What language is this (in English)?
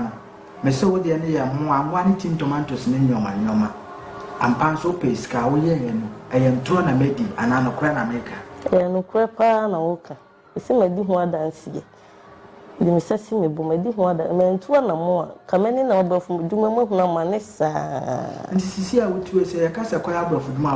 Akan